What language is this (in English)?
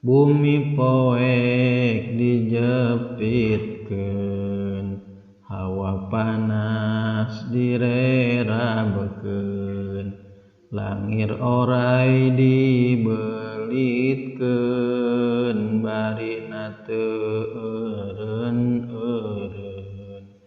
Sundanese